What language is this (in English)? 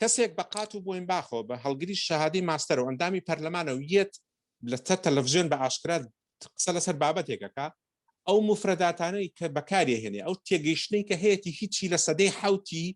Central Kurdish